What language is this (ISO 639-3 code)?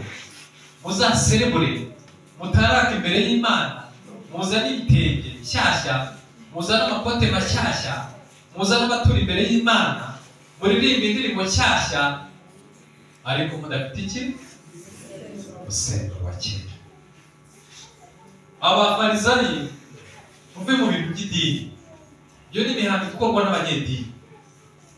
kin